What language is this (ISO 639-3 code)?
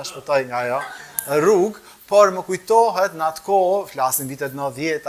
sqi